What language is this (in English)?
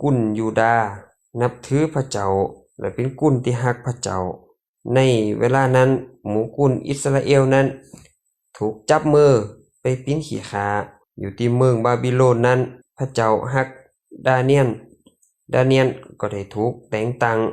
Lao